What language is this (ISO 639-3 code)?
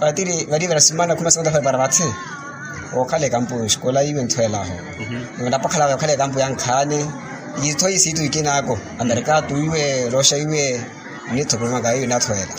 vmw